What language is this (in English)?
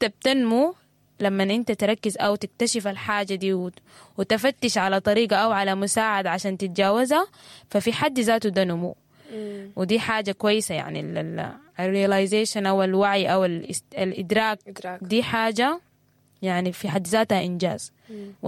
Sudanese Arabic